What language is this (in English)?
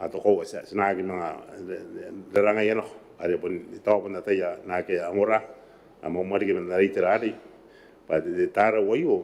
Gilbertese